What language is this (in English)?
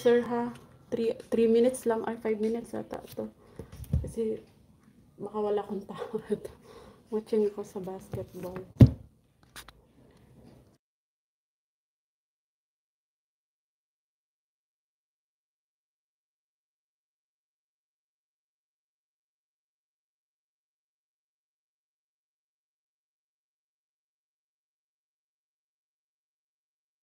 Filipino